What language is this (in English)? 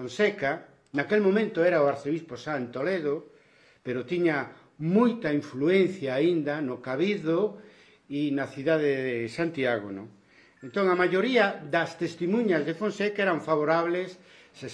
Galician